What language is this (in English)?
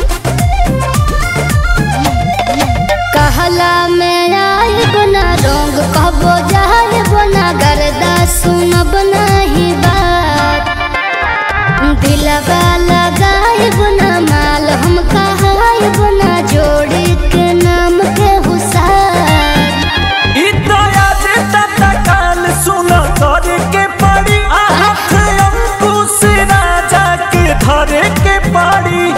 Bhojpuri